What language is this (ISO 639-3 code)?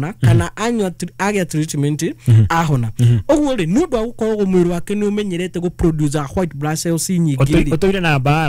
kik